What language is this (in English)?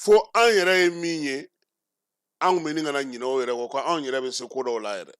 Bambara